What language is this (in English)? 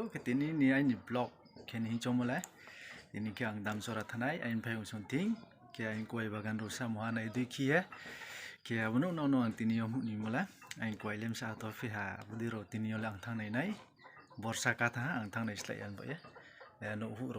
Riang (India)